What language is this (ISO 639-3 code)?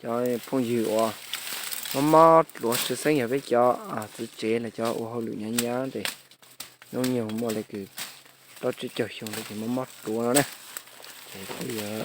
hmn